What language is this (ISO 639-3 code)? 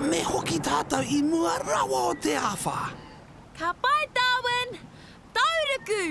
mri